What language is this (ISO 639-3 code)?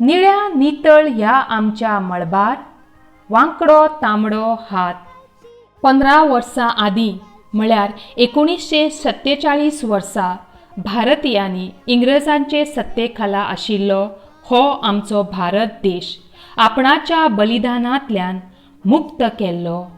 kok